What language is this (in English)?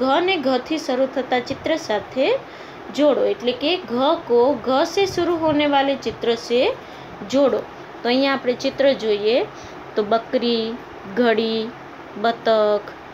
Gujarati